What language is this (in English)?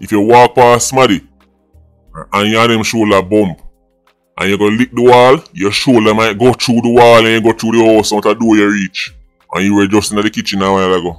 Jamaican Creole English